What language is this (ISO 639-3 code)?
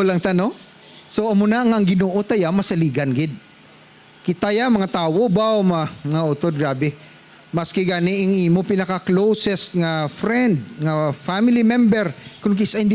hil